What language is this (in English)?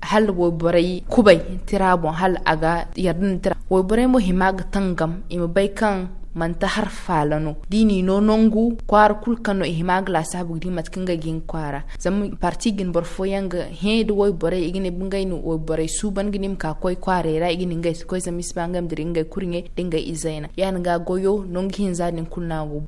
Zarma